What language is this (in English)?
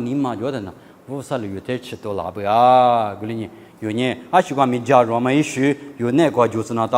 Lisu